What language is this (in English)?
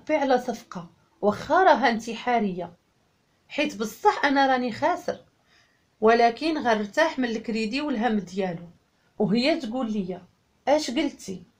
Moroccan Arabic